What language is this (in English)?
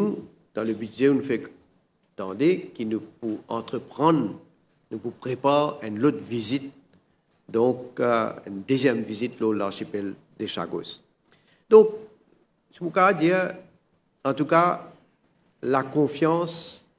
Morisyen